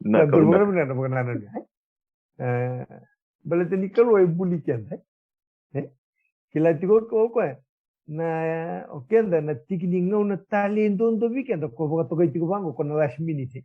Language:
Fijian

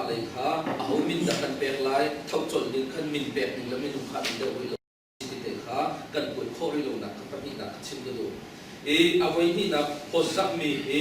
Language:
Hakha Chin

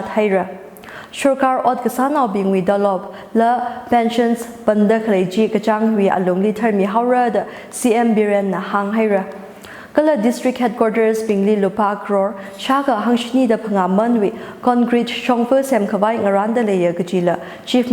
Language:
Tangkhul Naga (India)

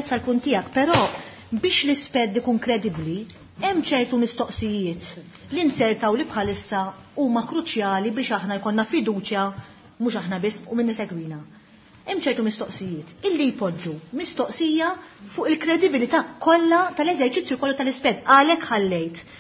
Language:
Maltese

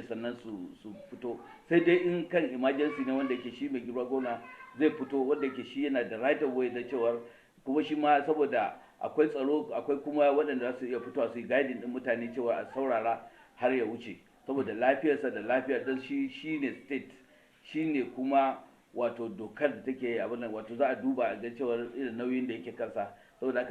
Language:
Hausa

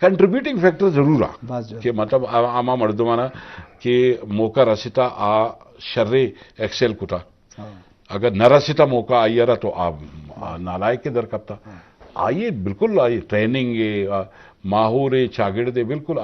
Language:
Eastern Balochi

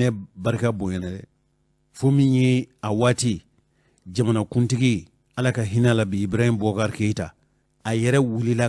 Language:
Bambara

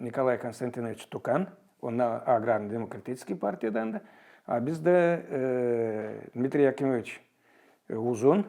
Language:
Gagauz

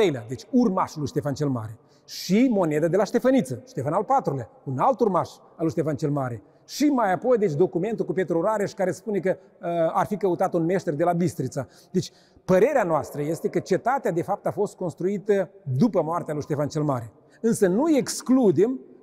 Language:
Romanian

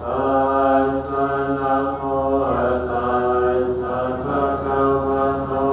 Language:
Pali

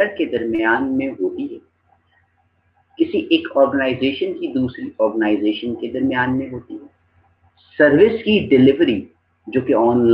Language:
Urdu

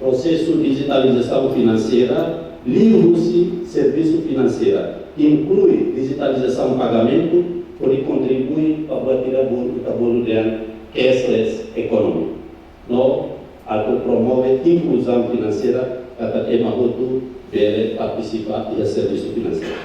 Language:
Tetum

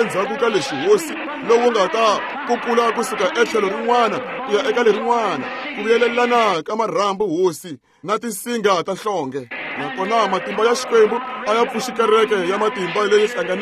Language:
Tsonga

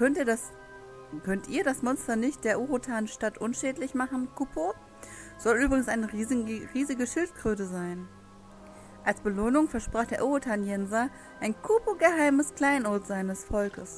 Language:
German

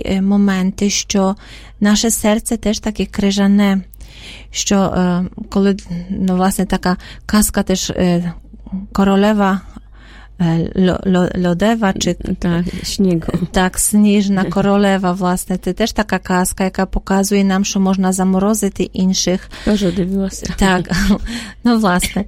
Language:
Ukrainian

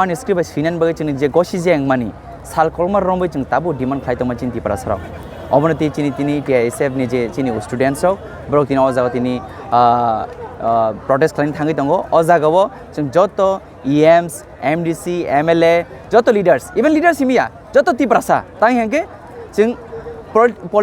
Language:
Kok Borok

